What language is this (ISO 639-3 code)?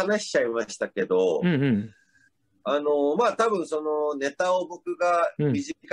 jpn